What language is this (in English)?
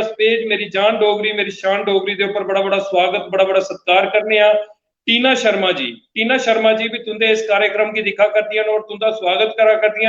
Dogri